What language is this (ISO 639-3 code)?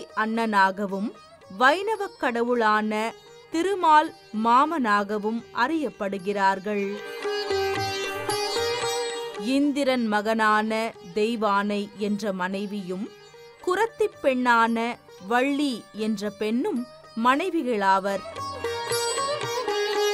tam